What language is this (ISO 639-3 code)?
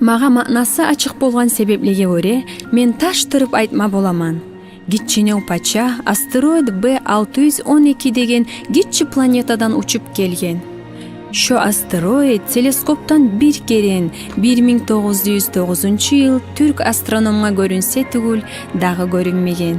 kum